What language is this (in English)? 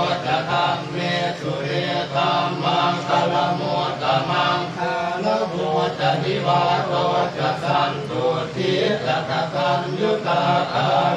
Pali